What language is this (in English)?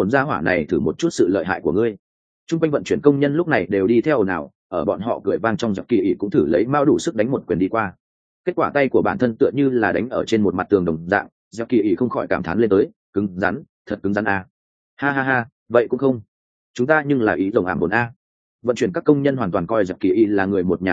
Vietnamese